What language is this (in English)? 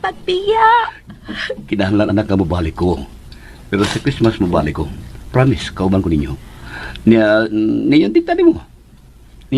Cebuano